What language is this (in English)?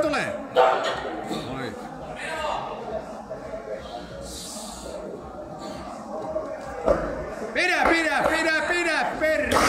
Finnish